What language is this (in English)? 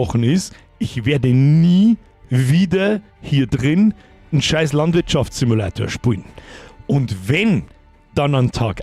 Bavarian